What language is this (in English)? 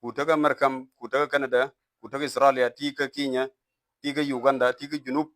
Nuer